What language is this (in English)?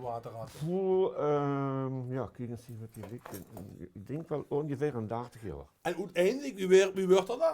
Limburgish